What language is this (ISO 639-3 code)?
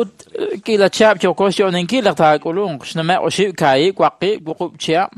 kek